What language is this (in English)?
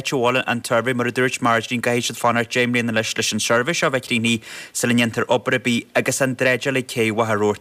Irish